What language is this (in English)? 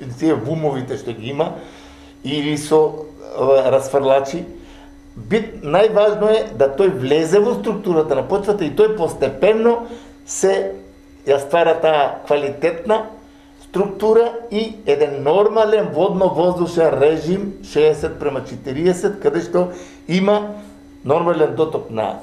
Macedonian